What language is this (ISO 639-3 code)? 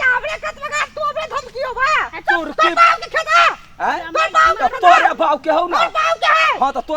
mai